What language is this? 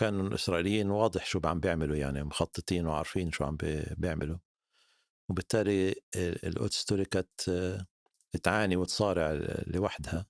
North Levantine Arabic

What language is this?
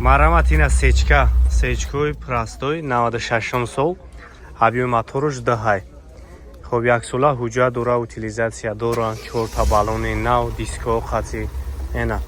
Tajik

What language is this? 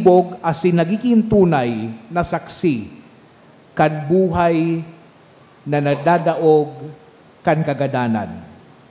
Bikol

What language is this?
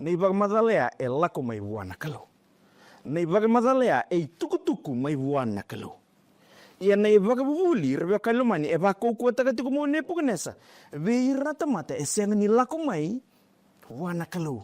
Fijian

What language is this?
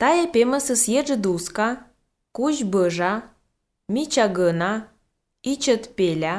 Albanian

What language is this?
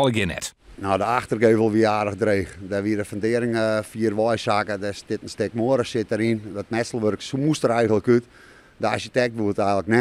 Western Frisian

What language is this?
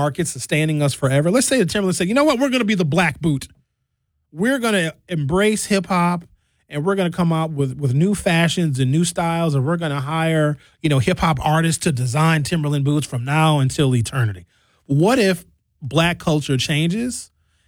English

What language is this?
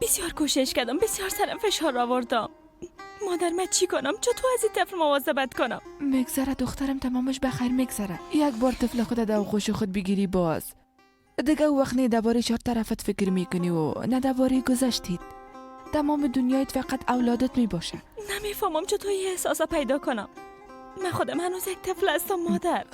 Persian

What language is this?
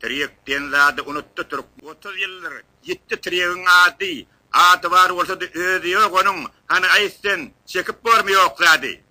Turkmen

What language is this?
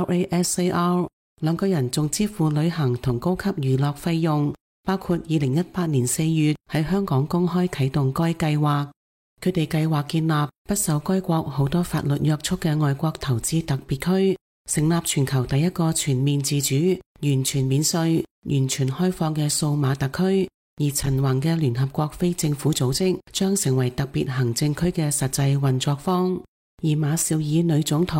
Cantonese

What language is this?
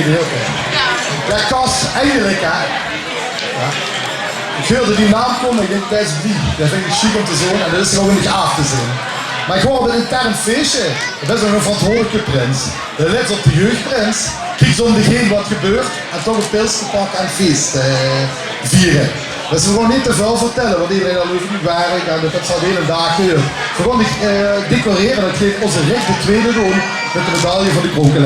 Limburgish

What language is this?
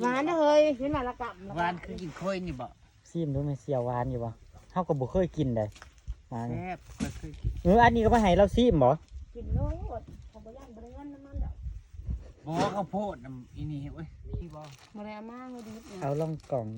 Northeastern Thai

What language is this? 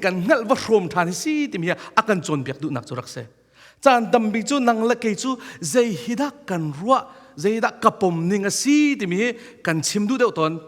Hakha Chin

